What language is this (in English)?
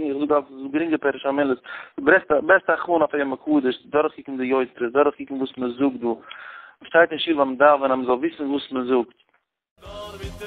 Yiddish